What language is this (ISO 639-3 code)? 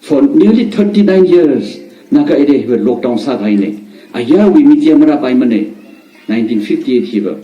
nmf